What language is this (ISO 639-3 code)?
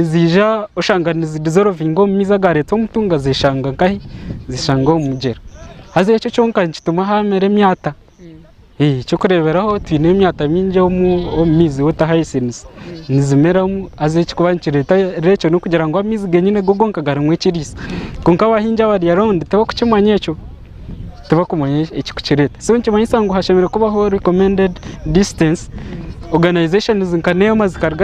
nyn